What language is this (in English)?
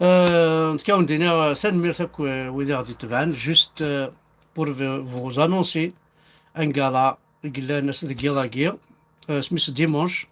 Kabyle